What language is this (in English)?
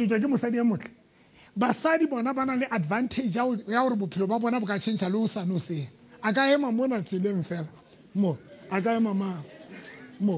Southern Sotho